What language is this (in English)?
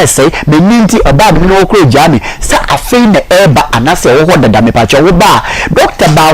Akan